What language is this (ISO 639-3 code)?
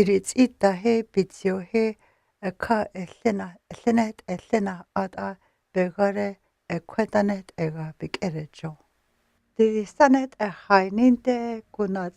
scs